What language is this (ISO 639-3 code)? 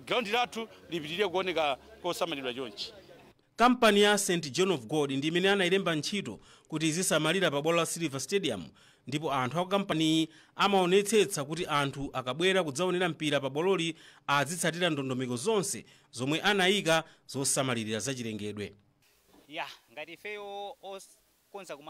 nya